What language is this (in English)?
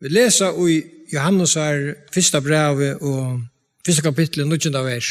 Faroese